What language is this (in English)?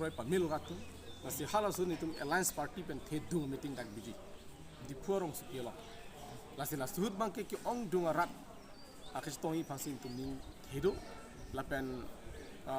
Karbi